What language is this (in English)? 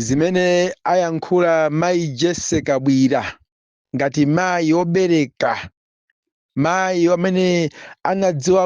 Nyanja